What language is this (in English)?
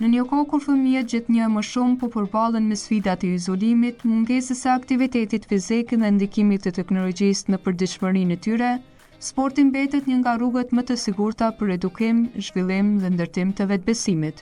Albanian